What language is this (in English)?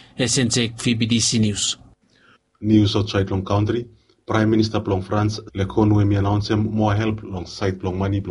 Bislama